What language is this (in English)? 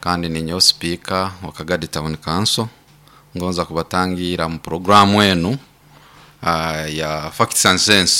Nyoro